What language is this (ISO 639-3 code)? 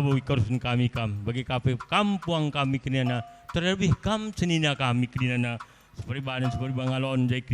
btx